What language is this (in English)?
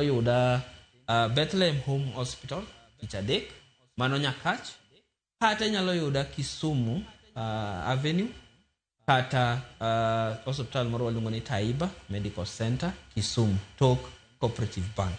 Luo (Kenya and Tanzania)